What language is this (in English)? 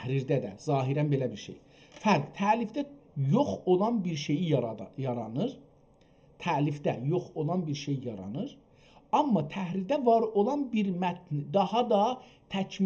South Azerbaijani